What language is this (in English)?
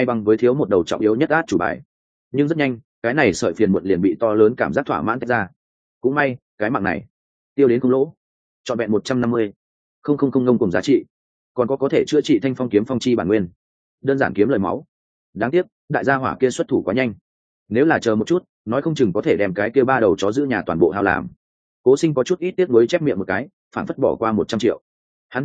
Vietnamese